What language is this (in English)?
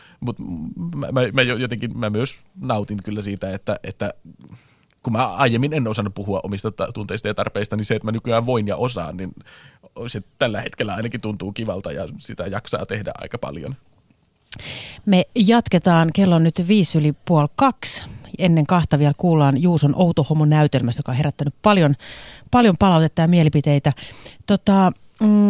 Finnish